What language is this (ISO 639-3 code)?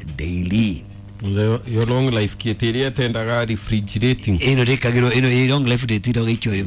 kik